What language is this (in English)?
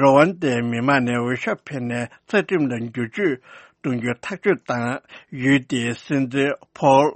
Tibetan